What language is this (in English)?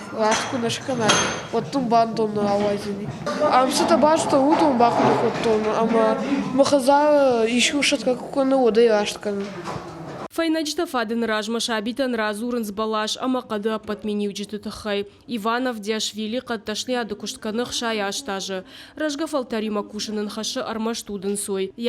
Ossetic